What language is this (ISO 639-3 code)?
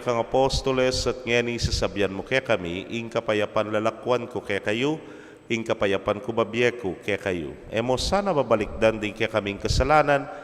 pam